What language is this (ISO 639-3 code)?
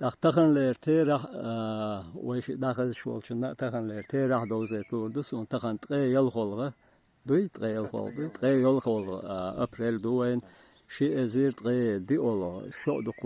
che